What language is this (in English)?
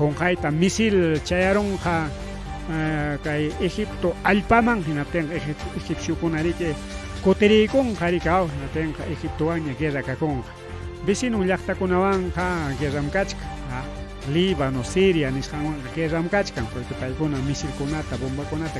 Ayacucho Quechua